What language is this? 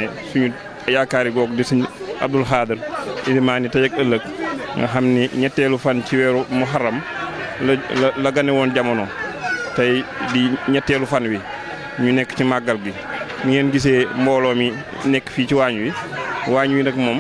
Wolof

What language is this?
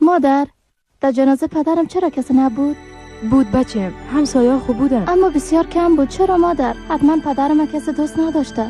Persian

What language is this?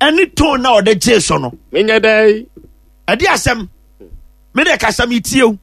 Akan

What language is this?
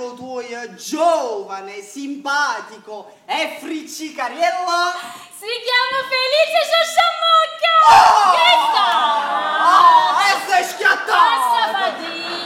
Neapolitan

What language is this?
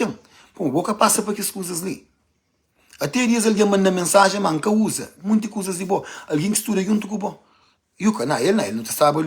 Kabuverdianu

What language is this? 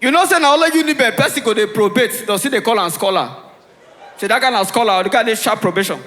Nigerian Pidgin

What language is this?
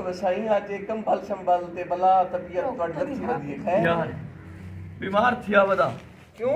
Saraiki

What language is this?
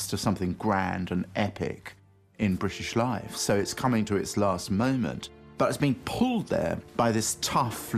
English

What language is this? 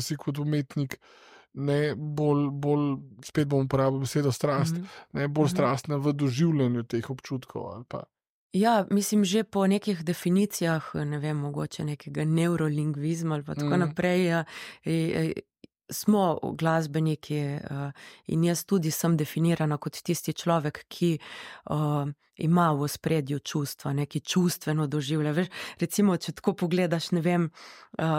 Slovenian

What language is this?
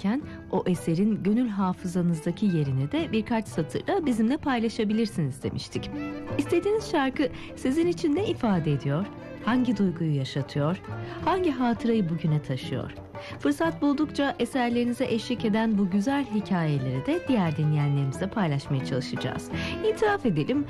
Turkish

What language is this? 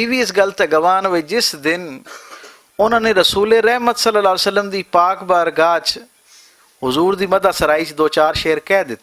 Western Panjabi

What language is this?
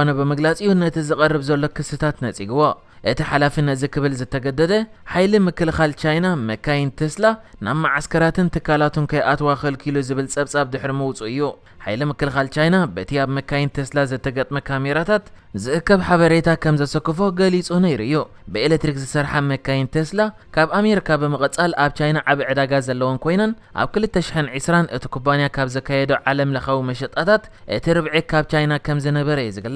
Tigrinya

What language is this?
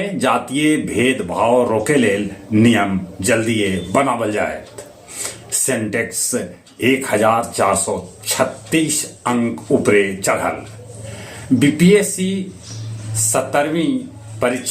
Magahi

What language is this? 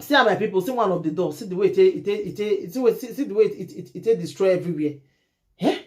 Nigerian Pidgin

